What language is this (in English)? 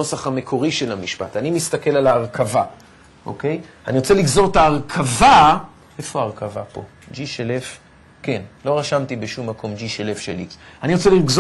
Hebrew